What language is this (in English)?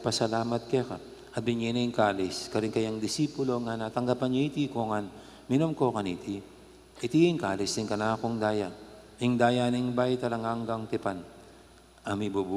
Pampanga